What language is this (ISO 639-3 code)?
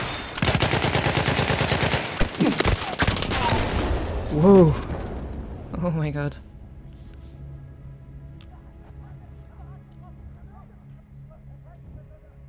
eng